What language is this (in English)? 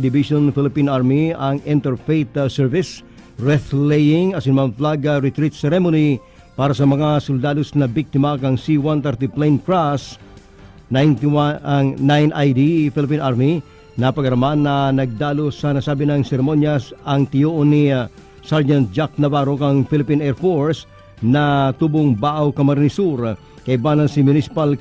Bikol